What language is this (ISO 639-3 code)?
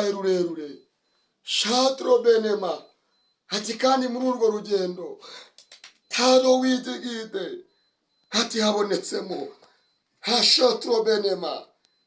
kin